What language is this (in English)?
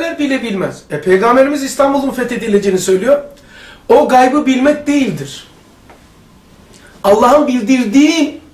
Turkish